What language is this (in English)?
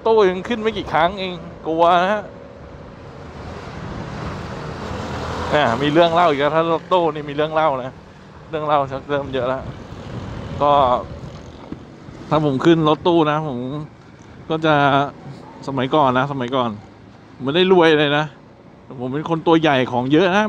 Thai